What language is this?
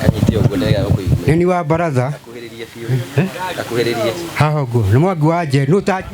Kikuyu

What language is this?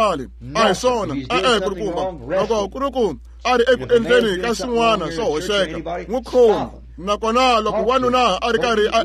Tsonga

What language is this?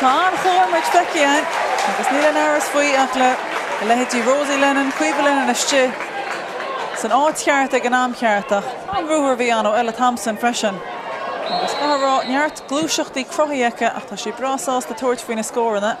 Irish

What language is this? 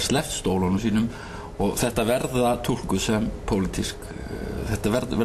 Icelandic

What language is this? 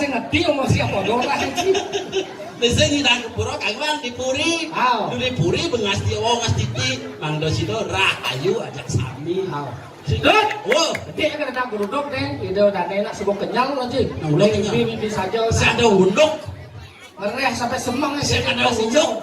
Balinese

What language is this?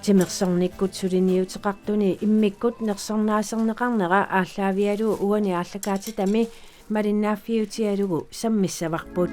Kalaallisut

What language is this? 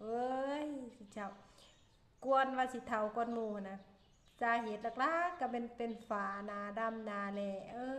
Northeastern Thai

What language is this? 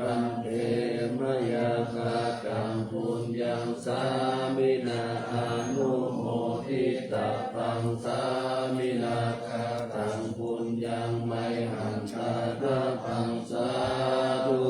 Pali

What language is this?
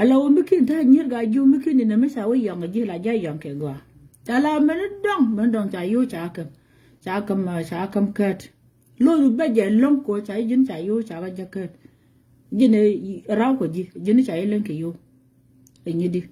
Nuer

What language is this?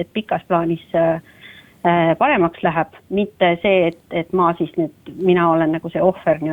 Estonian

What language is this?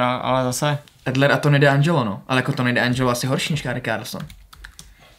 Czech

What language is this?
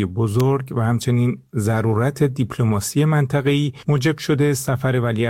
Persian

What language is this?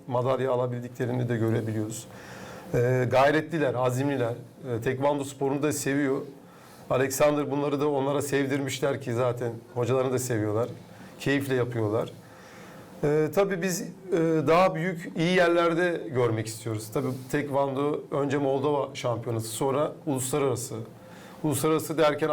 Gagauz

